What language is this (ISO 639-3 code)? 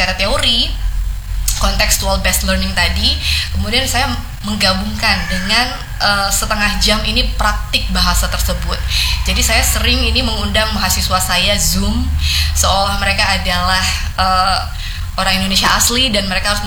ind